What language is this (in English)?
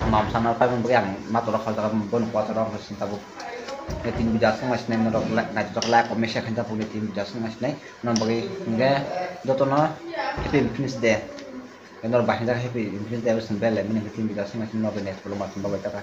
Kok Borok